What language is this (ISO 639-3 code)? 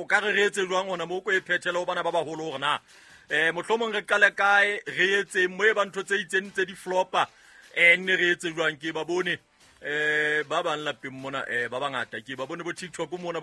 sot